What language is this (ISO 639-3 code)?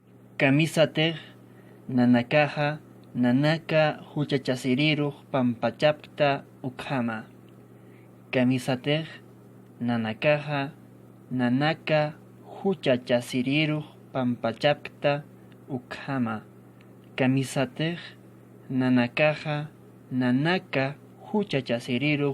aym